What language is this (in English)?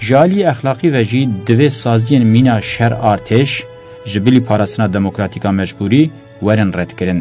Kurdish